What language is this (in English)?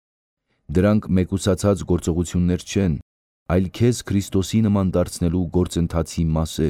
Armenian